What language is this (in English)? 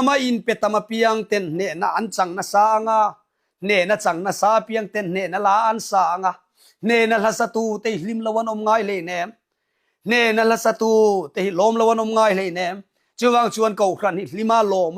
Mizo